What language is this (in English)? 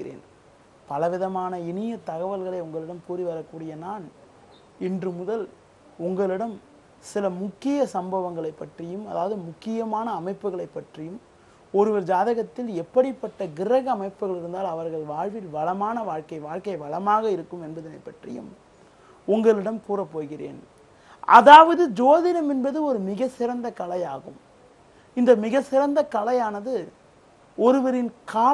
Tamil